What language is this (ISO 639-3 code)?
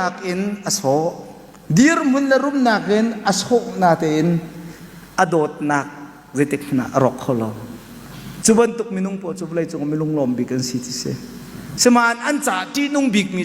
cnh